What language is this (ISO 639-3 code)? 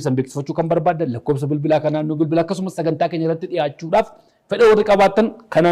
orm